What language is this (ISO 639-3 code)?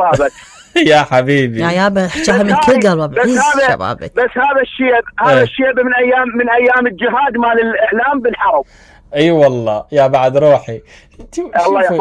acm